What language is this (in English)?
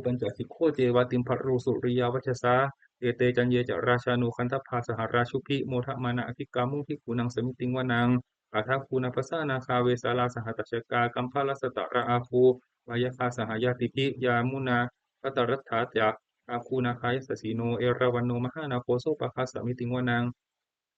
Pali